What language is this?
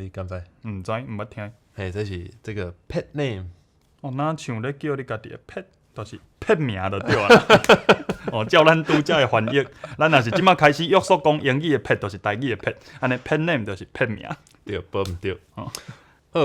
Min Nan Chinese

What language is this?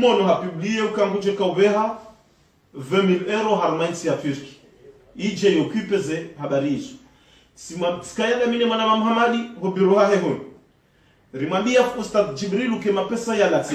Ngazidja Comorian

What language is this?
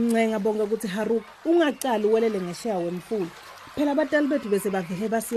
Swati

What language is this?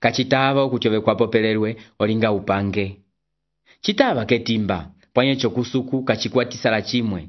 Umbundu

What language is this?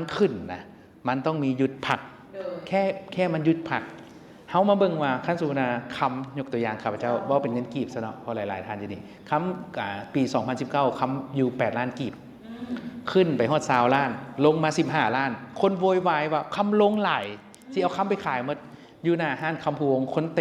Lao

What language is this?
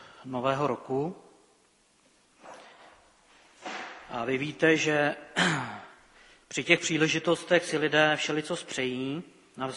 Czech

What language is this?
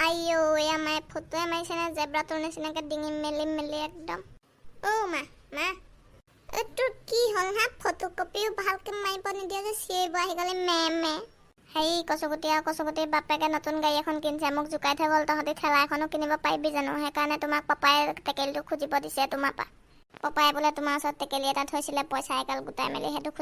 Assamese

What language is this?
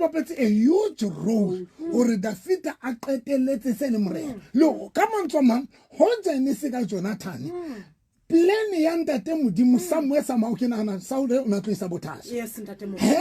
Southern Sotho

